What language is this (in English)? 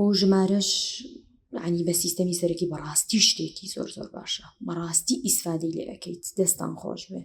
Central Kurdish